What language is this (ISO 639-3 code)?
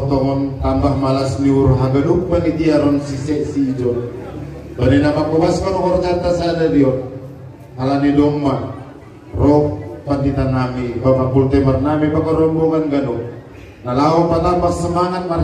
bts